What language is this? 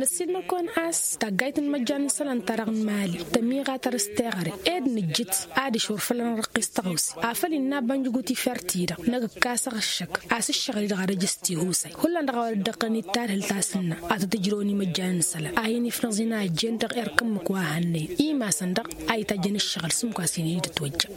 Tamasheq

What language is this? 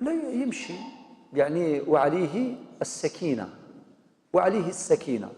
Kabyle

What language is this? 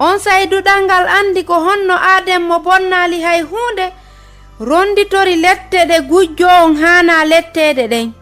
Fula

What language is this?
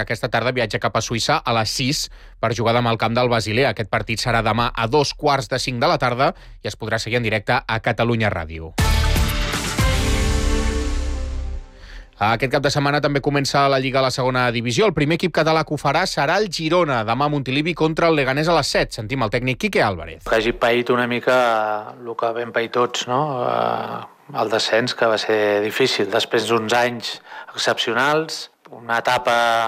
Catalan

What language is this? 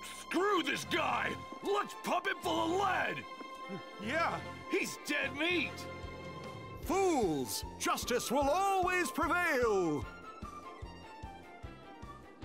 English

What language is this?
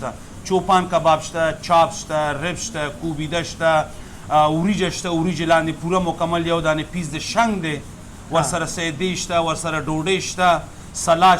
Pashto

